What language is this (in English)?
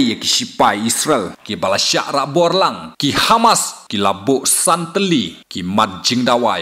Khasi